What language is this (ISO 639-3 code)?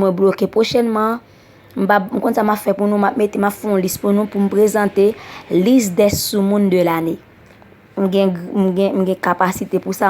hat